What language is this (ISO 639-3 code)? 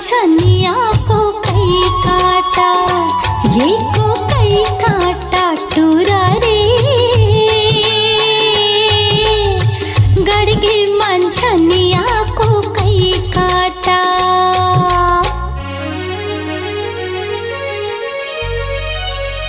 hne